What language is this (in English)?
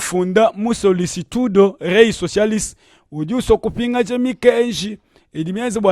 Luba-Lulua